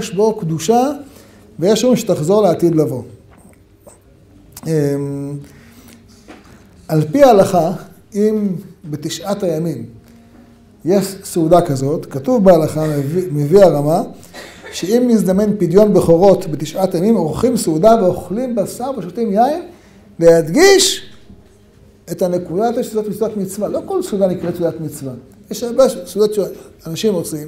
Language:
Hebrew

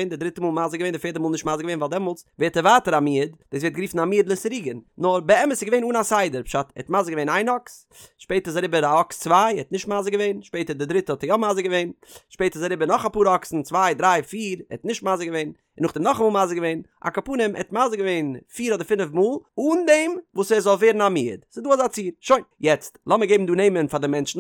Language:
Yiddish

